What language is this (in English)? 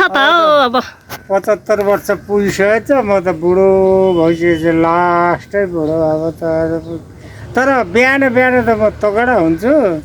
Nepali